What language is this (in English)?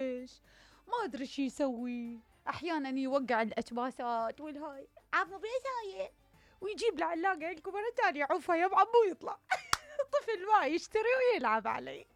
Mesopotamian Arabic